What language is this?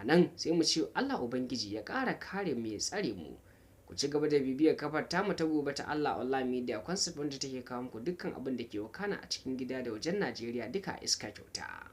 Hausa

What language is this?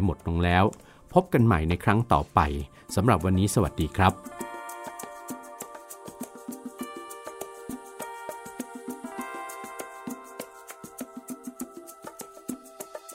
Thai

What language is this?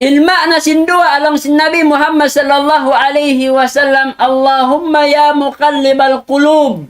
Tausug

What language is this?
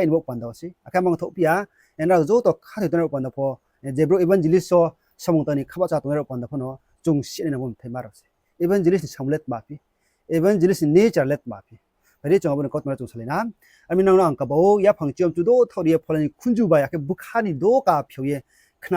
Riang (India)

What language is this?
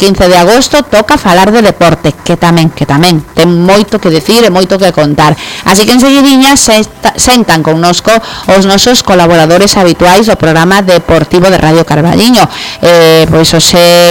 Galician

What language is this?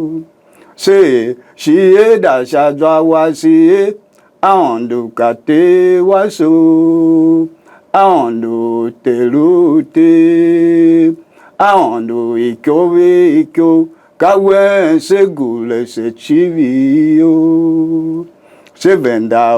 Tiv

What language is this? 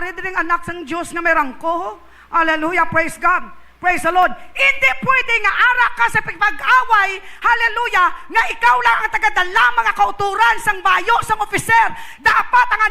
Hiligaynon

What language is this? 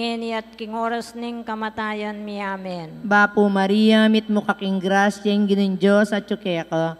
Pampanga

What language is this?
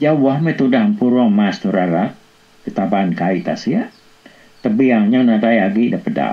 Iban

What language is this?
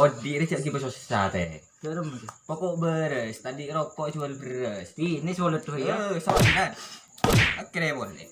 Madurese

